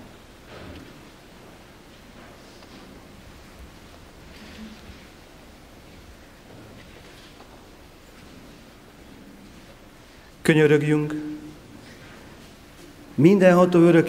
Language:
Hungarian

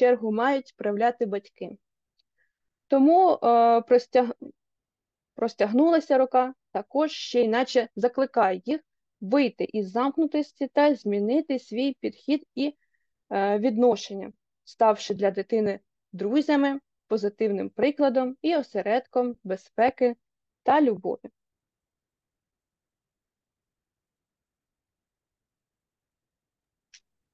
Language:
Ukrainian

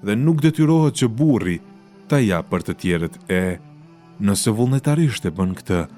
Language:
Albanian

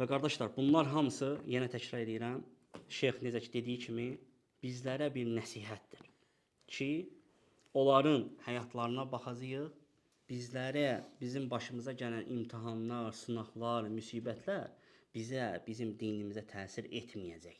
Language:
Azerbaijani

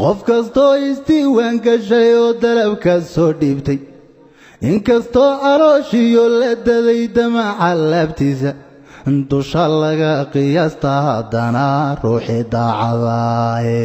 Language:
Somali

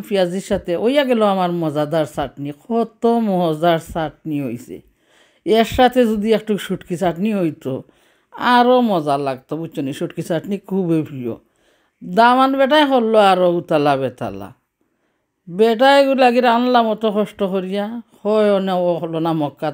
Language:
Sylheti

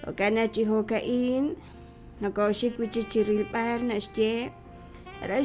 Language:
Kekchí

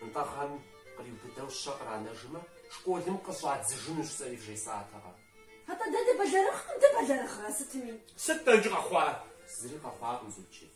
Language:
Kabardian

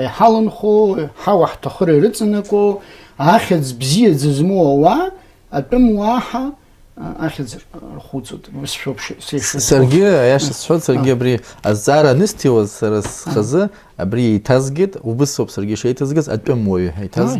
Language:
Abkhazian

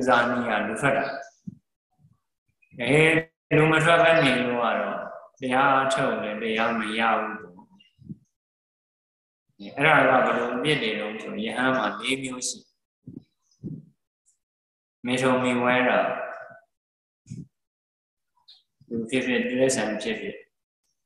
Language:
Burmese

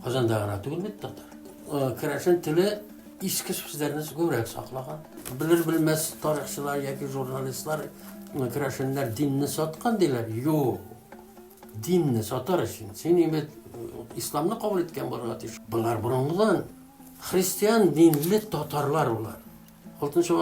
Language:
Tatar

